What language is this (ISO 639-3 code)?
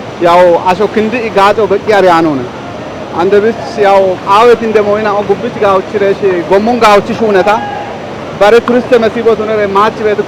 kbr